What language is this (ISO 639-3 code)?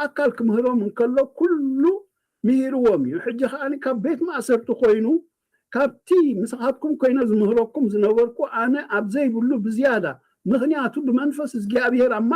tir